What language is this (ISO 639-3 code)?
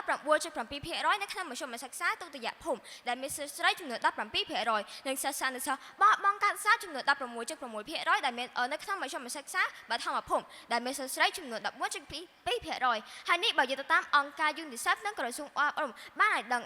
khm